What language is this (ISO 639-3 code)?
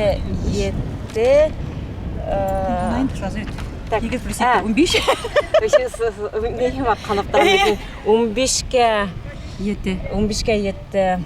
bak